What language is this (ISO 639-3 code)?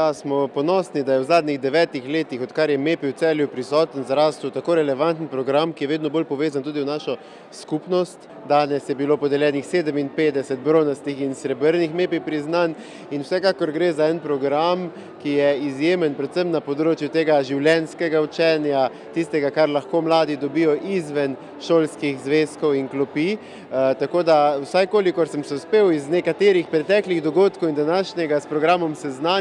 slv